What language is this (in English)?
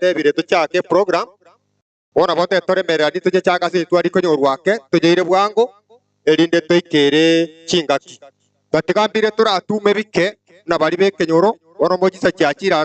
Gusii